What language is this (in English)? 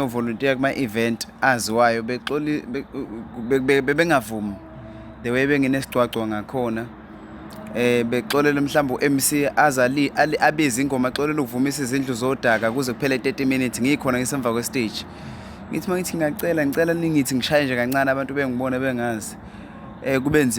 Zulu